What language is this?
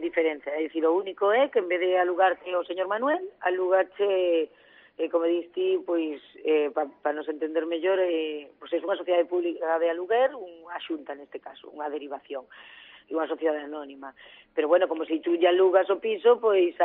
Galician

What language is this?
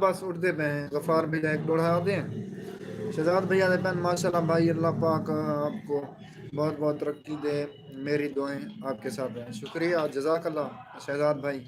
Saraiki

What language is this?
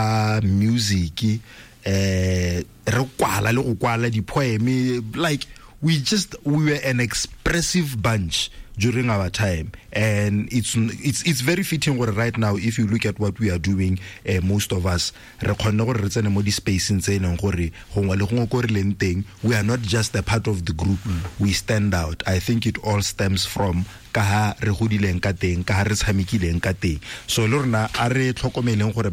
Tswana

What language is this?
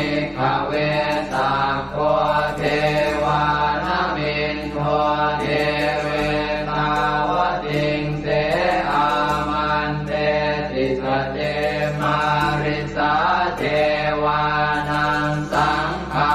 Pali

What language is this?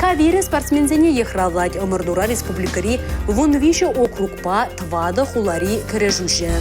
Chuvash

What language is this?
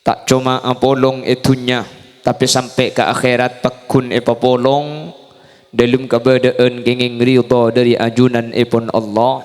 Madurese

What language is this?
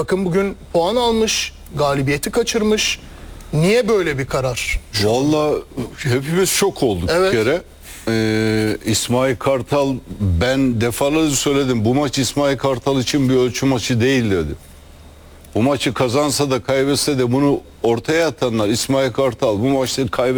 Turkish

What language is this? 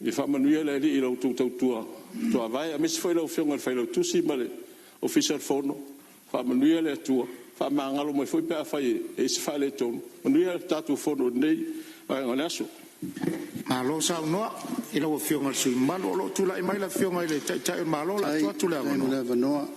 Samoan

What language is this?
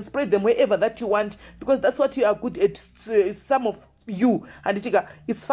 Shona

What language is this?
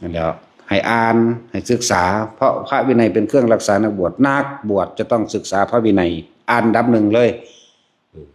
Northeastern Thai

